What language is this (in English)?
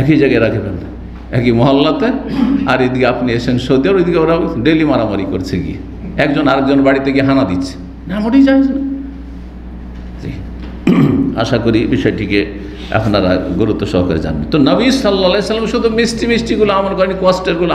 Bangla